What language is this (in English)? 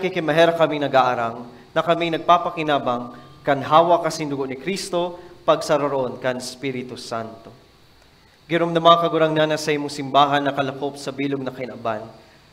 Bikol